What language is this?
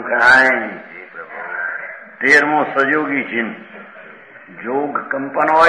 Gujarati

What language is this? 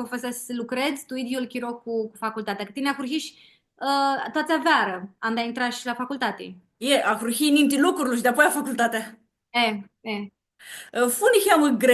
Aromanian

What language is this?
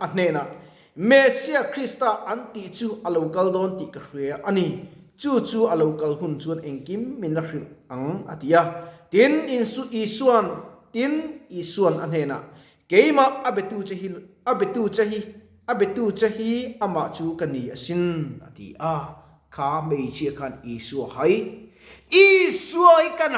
Mizo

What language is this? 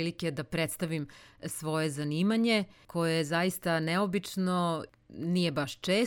Serbian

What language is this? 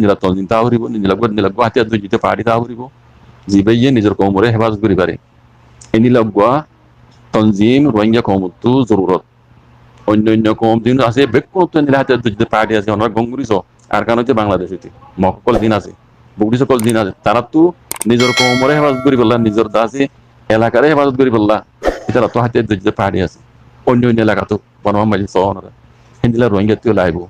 Rohingya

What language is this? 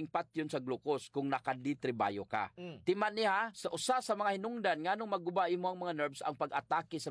Cebuano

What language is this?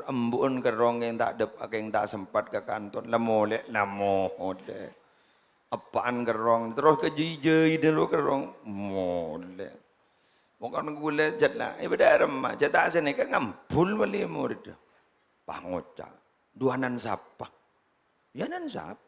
Madurese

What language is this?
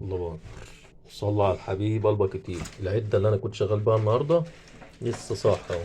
Egyptian Arabic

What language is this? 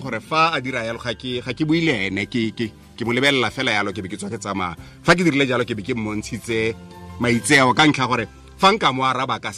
Tswana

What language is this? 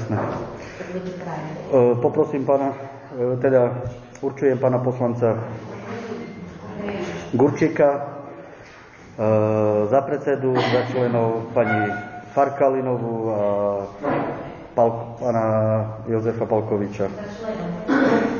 Slovak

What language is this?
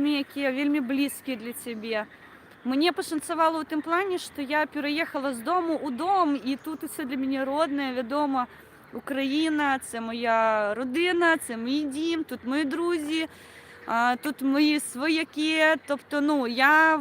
Belarusian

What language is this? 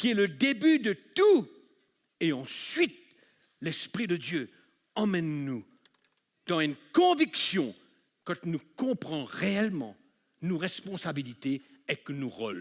Morisyen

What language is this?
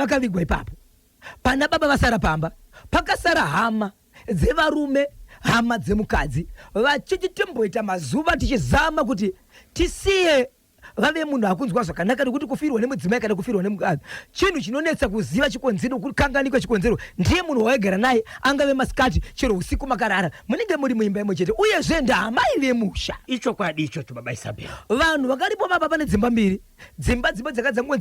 Shona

